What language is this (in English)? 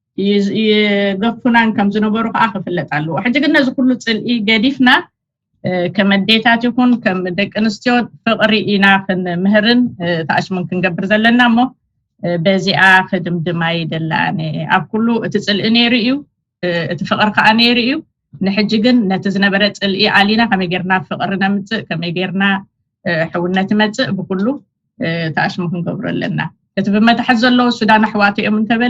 Tigrinya